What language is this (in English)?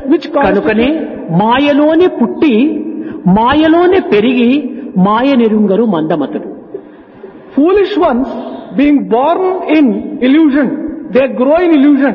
Telugu